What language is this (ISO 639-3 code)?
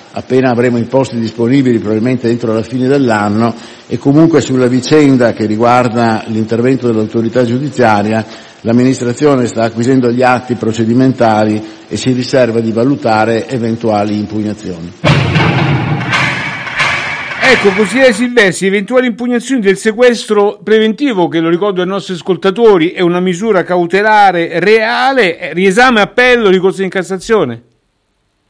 ita